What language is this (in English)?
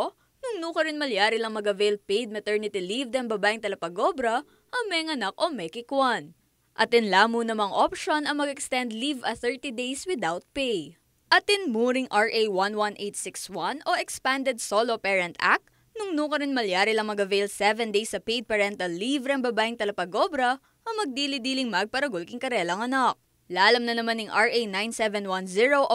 Pampanga